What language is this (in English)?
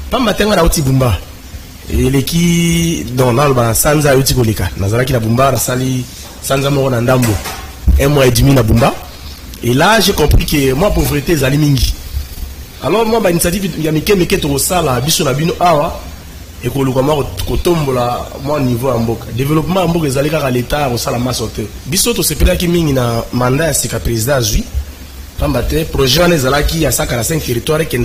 Lingala